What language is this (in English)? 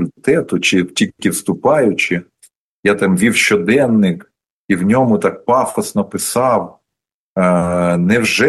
Ukrainian